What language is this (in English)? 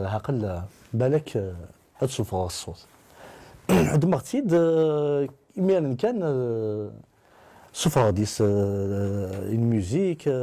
Kabyle